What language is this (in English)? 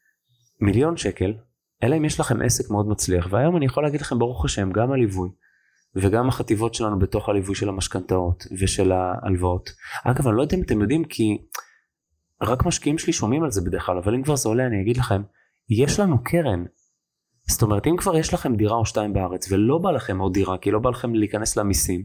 Hebrew